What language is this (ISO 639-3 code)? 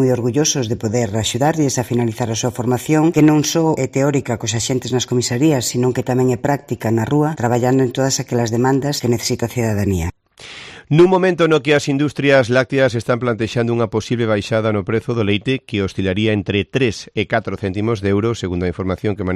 glg